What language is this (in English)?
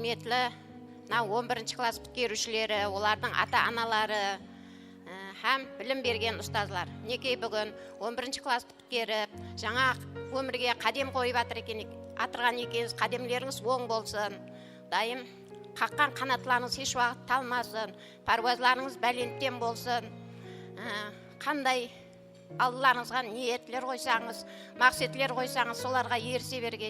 Kara-Kalpak